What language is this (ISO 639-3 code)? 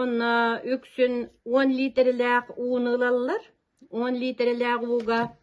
sah